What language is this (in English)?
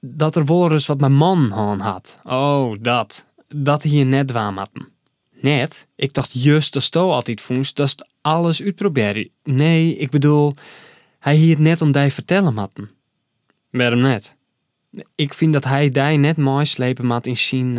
Western Frisian